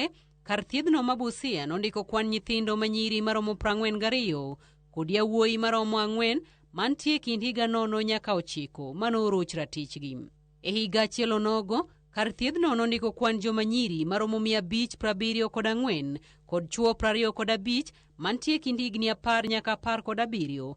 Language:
Luo (Kenya and Tanzania)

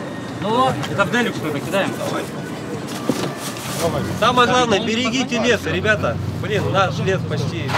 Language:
Russian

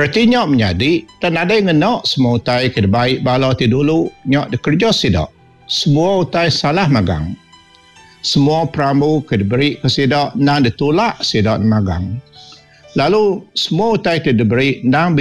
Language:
Iban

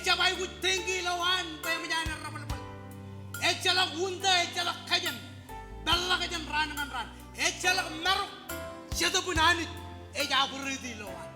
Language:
Marshallese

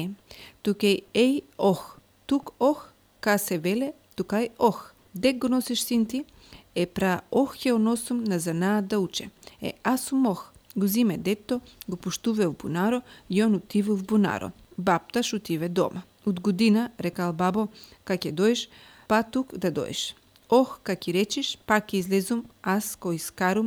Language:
Macedonian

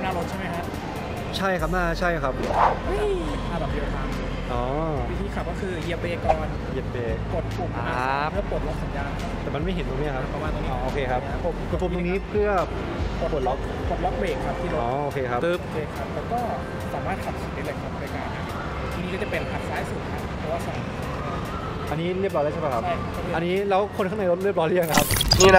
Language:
Thai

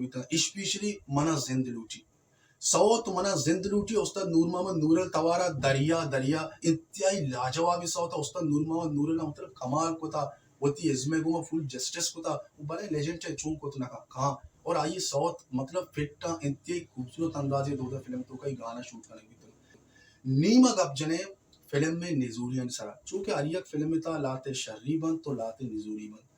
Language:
Baluchi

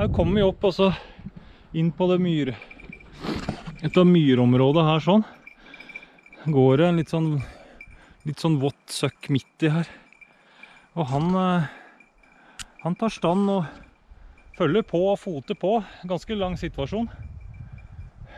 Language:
Norwegian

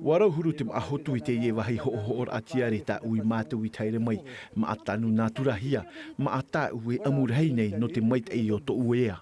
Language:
Tahitian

